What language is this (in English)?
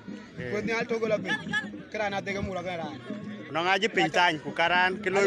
Dinka